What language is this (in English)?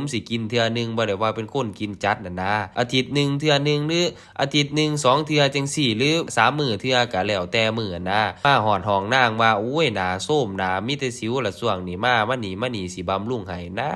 Lao